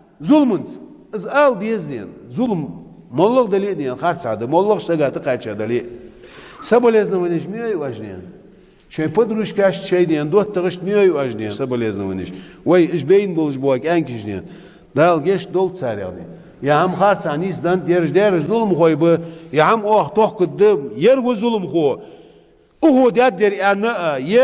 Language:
Ingush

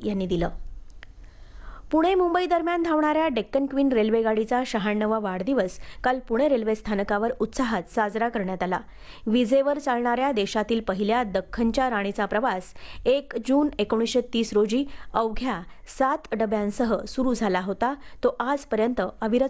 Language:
Marathi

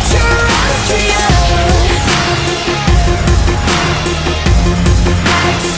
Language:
English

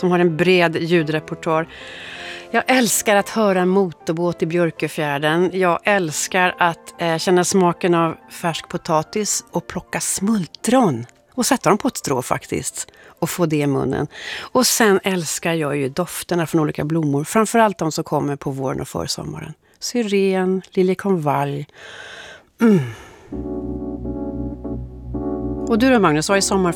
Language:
Swedish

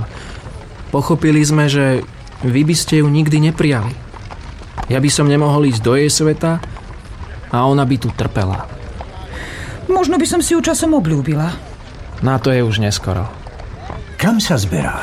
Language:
Slovak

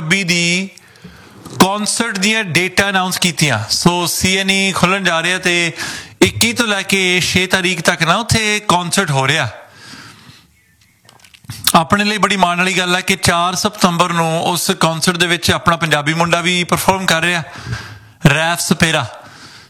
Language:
Punjabi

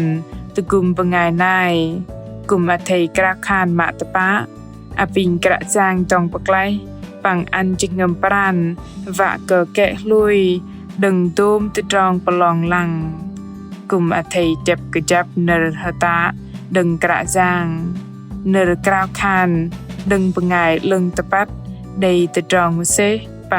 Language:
Bahnar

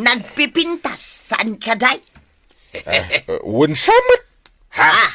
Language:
Iloko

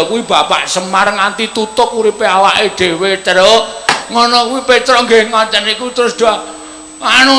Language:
Javanese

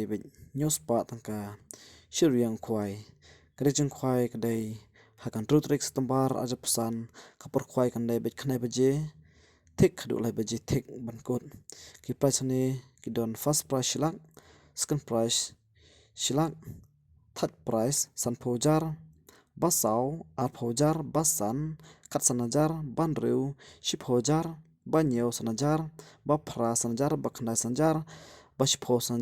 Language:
Khasi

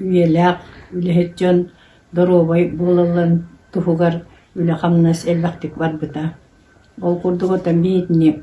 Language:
Yakut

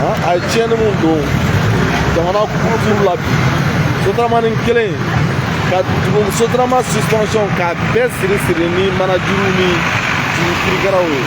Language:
Bambara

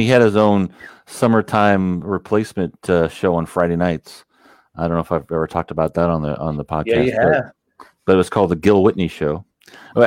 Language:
English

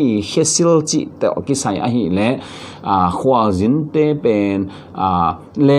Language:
Tedim Chin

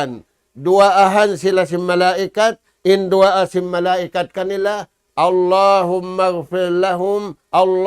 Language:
Tausug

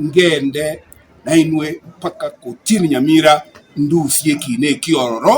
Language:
Gusii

